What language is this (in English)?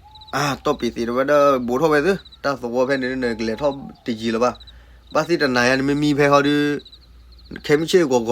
S'gaw Karen